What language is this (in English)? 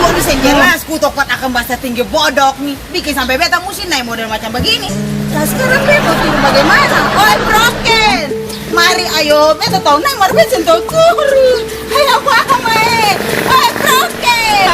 Ambonese Malay